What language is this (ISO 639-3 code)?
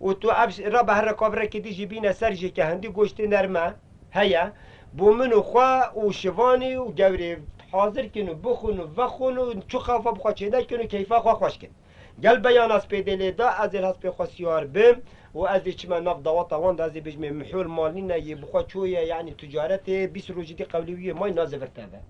kur